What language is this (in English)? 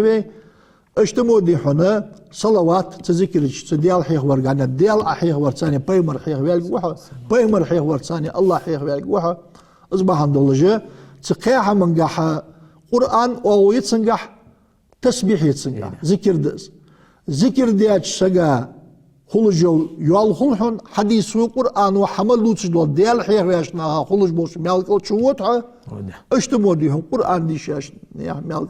Ingush